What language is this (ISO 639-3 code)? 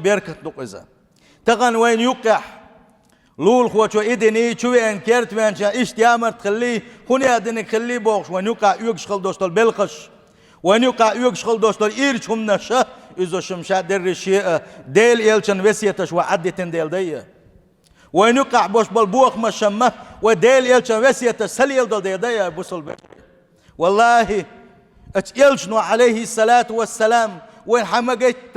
che